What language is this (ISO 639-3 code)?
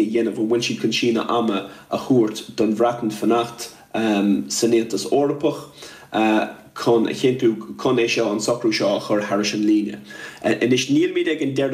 gle